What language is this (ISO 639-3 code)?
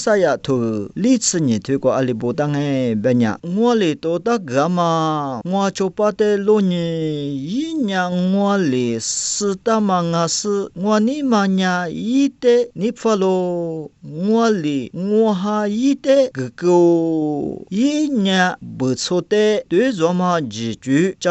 lis